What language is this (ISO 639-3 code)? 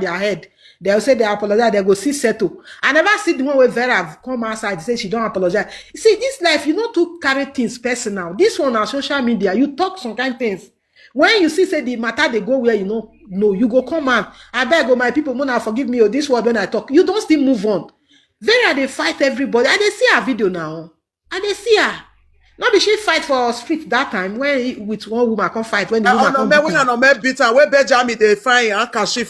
pcm